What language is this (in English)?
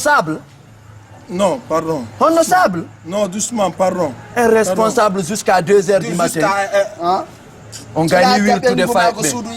Pular